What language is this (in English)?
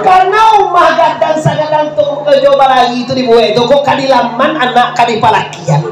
Minangkabau